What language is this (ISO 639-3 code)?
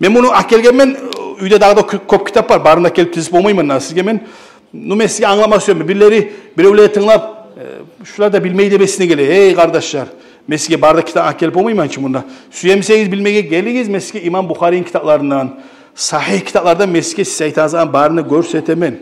kum